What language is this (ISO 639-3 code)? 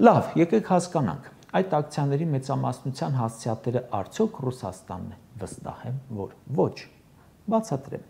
hye